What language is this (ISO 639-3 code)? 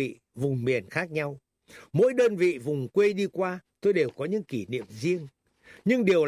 vie